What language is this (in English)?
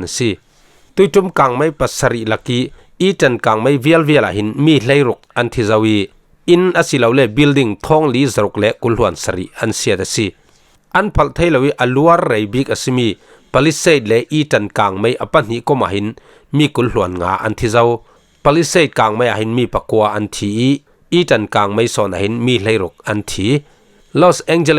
Falam Chin